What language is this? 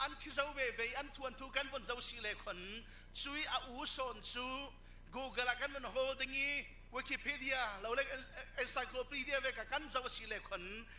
Falam Chin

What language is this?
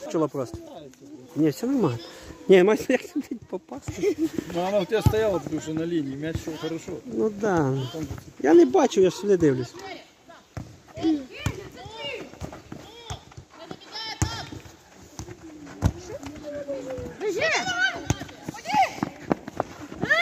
Ukrainian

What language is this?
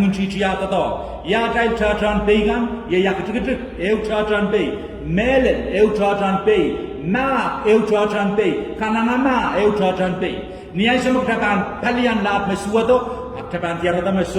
Pohnpeian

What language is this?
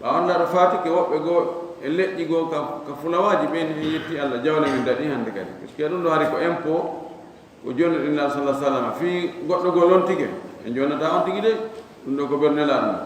Fula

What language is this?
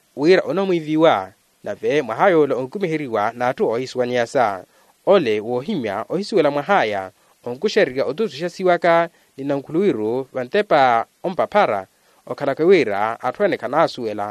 Makhuwa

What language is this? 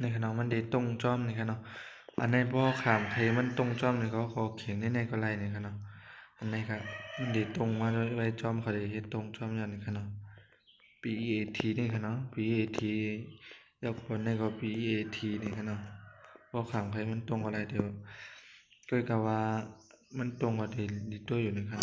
Shan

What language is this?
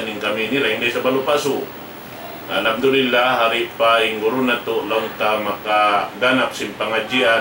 Tausug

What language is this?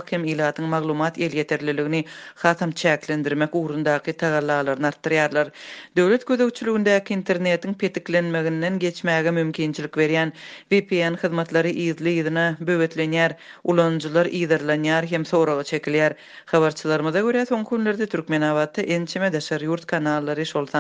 Turkmen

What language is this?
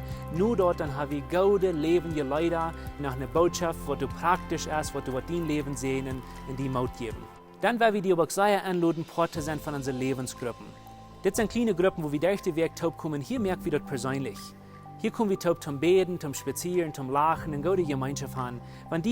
Plautdietsch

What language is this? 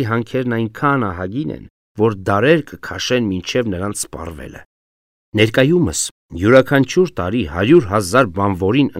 Armenian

